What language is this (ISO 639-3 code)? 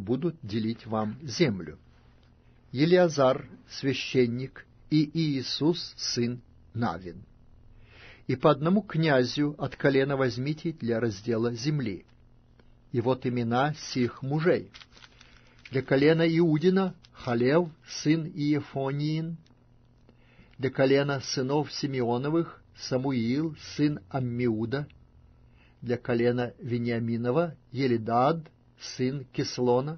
rus